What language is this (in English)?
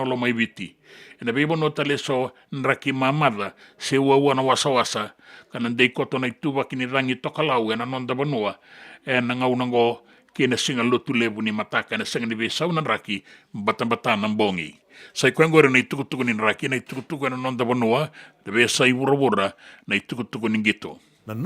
Fijian